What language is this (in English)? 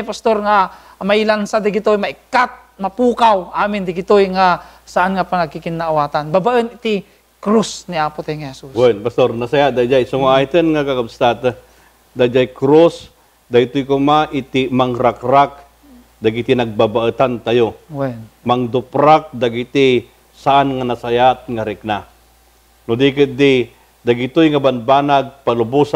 Iloko